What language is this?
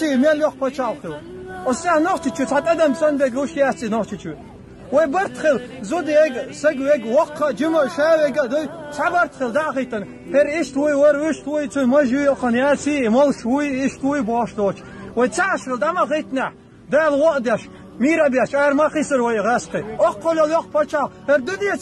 Chechen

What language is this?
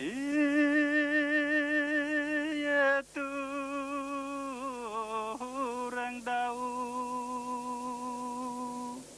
Bashkir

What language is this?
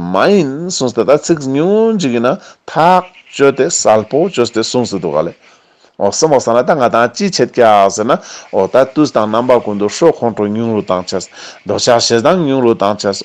Ladakhi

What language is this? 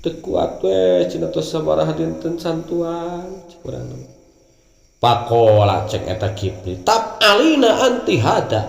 Sundanese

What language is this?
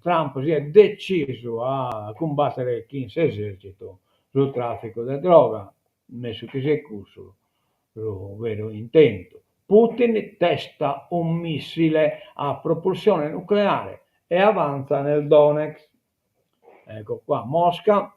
Sardinian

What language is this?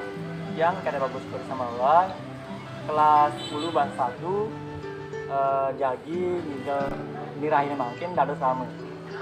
Balinese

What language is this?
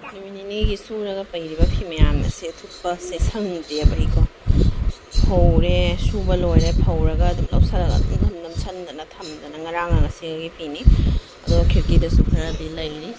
Manipuri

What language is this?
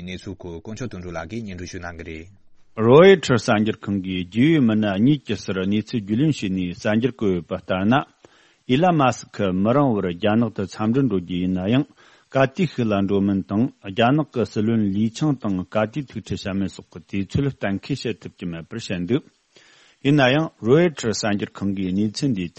Tibetan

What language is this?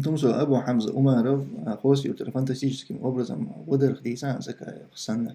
Chechen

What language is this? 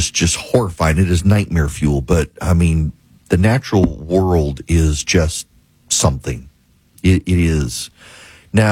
English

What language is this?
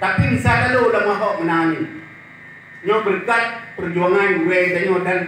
Achinese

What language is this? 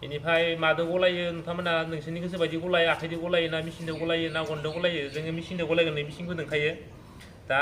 Bodo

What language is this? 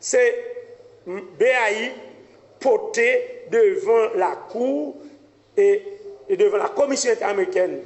Haitian Creole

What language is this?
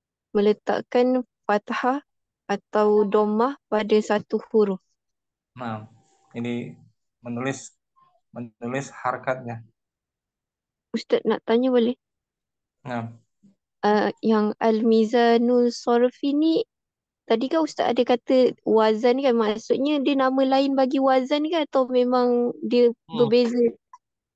Malay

